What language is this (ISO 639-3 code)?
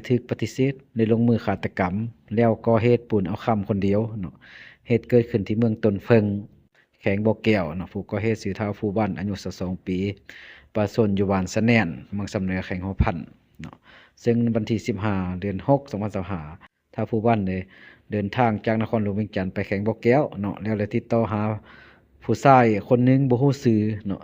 lao